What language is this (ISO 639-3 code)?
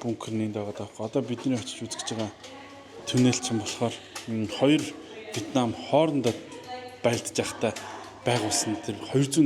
mon